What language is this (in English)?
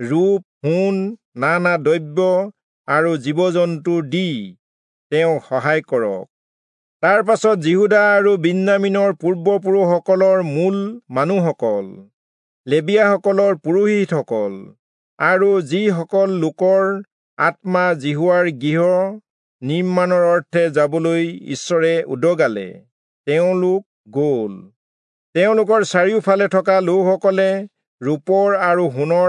Assamese